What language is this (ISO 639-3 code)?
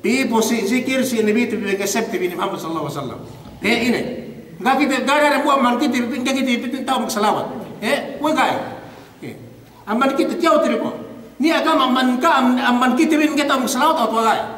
yka